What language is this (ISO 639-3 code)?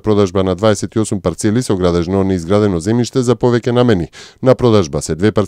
mkd